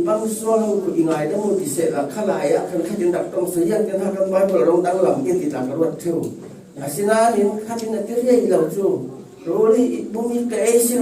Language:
Falam Chin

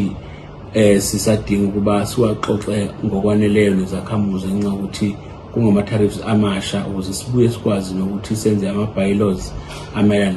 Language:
Zulu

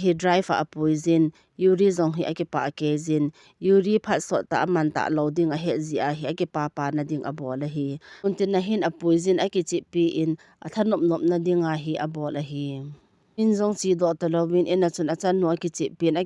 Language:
Thado Chin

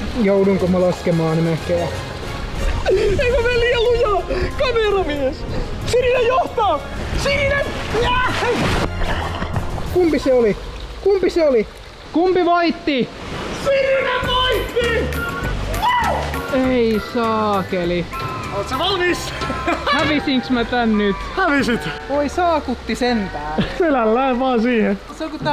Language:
Finnish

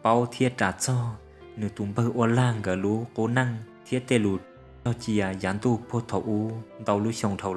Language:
Hmong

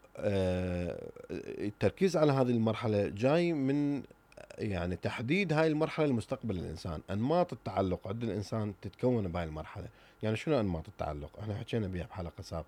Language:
Mesopotamian Arabic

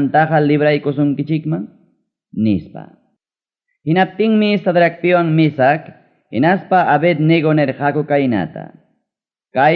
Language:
Ayacucho Quechua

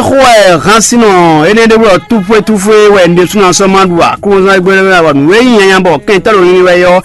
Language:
Fon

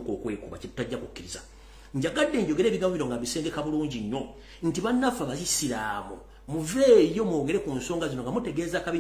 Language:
Ganda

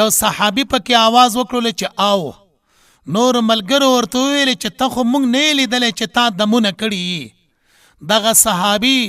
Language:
Pashto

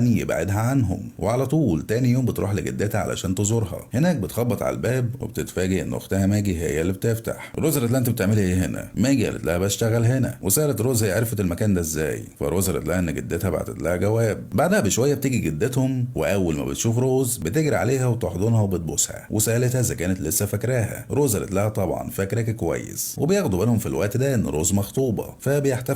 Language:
Egyptian Arabic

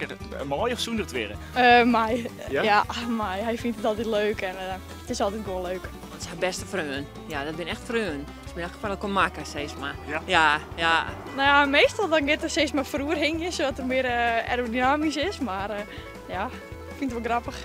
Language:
Western Frisian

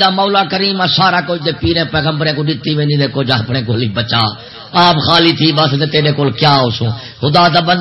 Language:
Saraiki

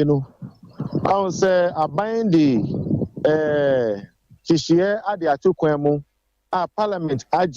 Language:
Akan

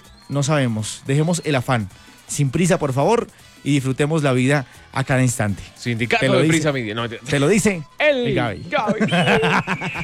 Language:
Spanish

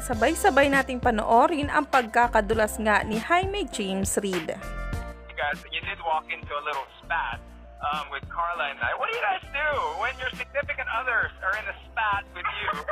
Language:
Filipino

